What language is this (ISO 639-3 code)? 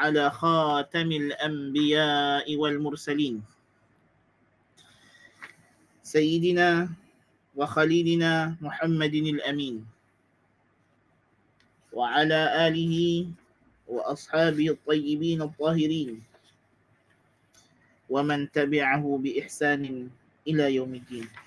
msa